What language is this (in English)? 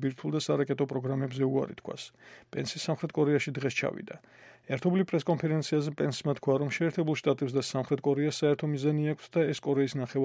Georgian